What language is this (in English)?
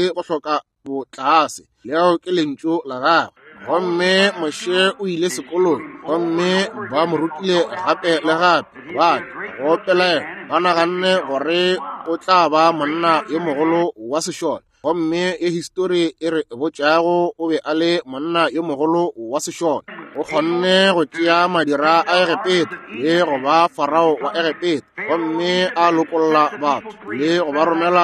Northern Sotho